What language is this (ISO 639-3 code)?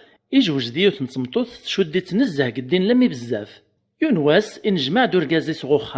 kab